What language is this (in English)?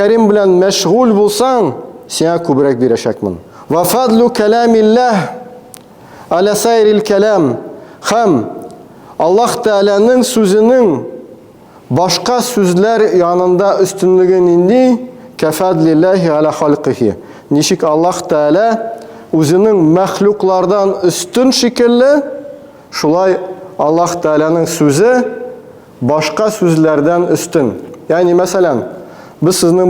Tatar